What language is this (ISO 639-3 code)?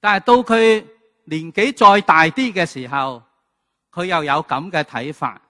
yue